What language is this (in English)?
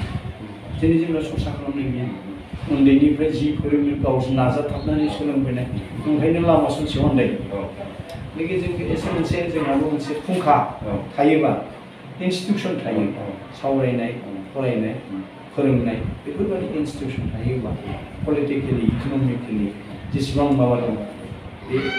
Bodo